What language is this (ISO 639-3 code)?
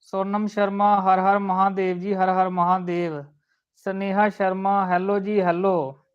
doi